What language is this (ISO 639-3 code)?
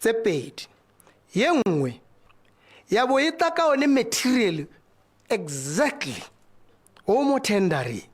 tsn